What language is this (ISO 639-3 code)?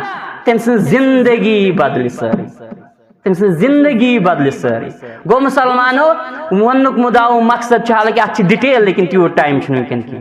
kas